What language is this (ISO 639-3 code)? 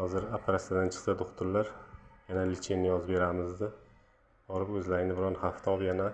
uzb